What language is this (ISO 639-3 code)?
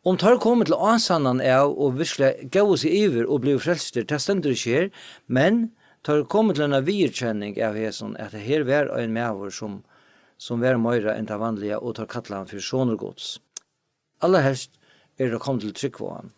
fao